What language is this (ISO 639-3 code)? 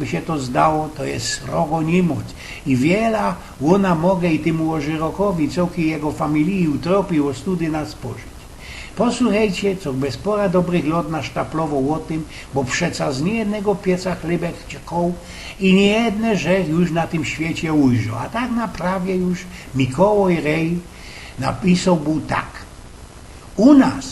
szl